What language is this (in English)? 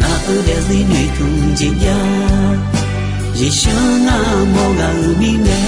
Akha